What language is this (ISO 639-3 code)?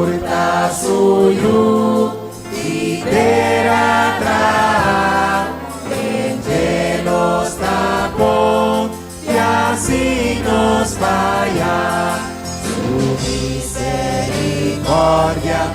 pap